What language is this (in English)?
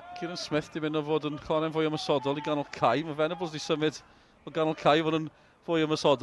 Welsh